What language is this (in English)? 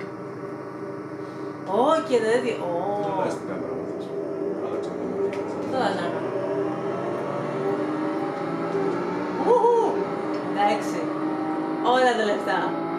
Greek